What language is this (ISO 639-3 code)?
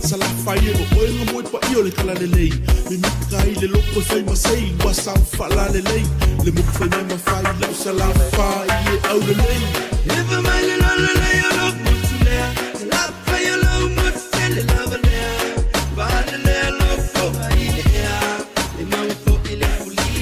smo